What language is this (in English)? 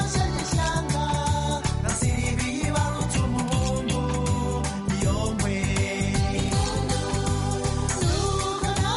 Kinyarwanda